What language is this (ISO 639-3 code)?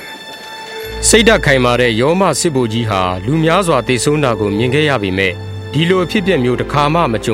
mya